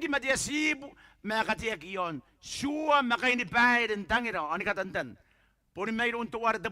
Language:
Gilbertese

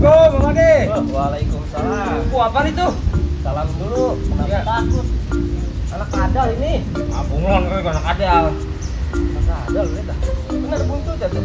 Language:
Betawi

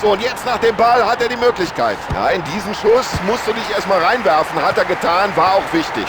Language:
Bavarian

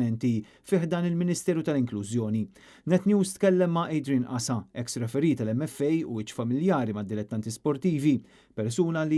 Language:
Maltese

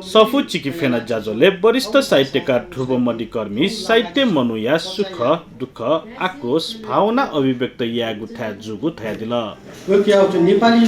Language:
Newari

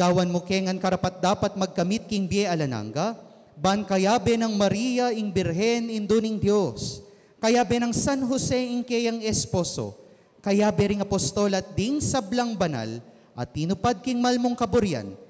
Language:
Pampanga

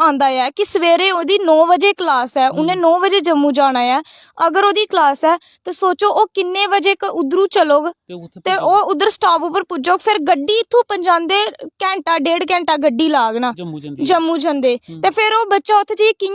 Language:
Dogri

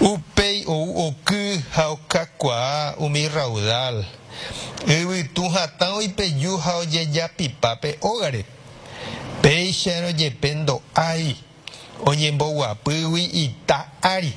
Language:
Guarani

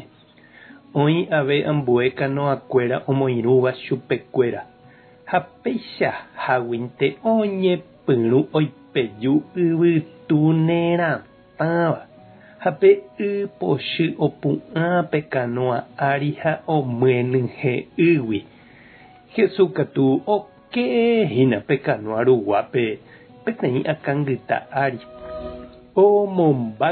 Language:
Guarani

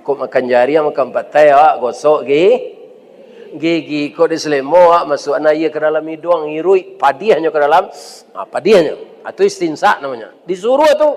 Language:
Minangkabau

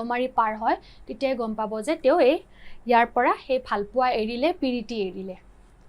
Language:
Assamese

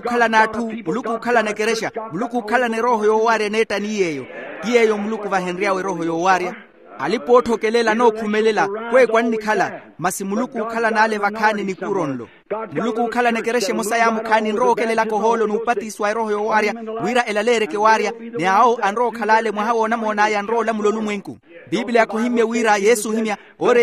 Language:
Makhuwa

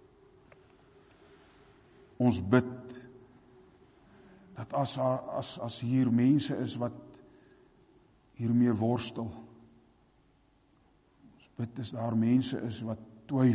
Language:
Afrikaans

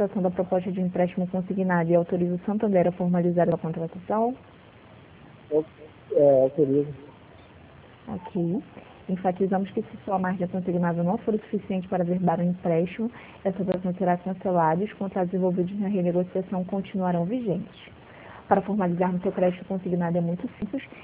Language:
Portuguese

